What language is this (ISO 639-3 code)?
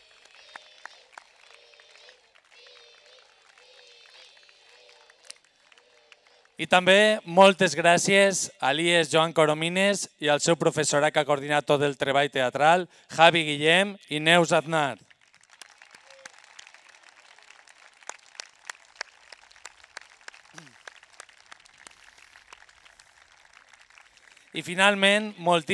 cat